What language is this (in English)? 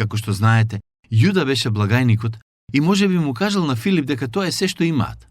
Macedonian